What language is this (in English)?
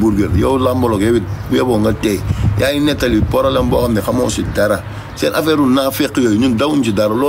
Wolof